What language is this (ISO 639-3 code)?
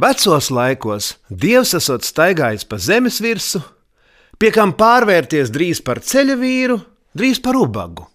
lav